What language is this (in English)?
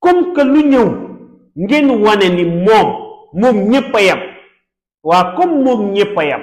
Wolof